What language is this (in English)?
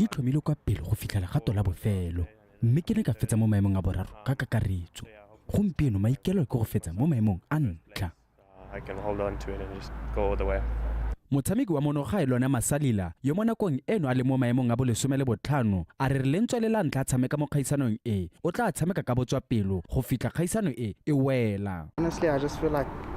Tswana